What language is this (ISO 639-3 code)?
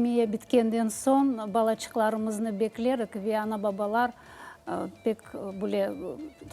crh